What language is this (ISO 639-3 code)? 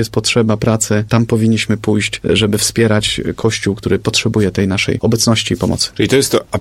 pol